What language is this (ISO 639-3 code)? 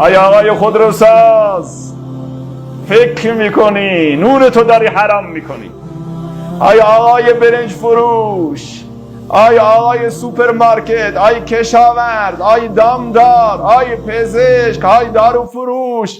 fas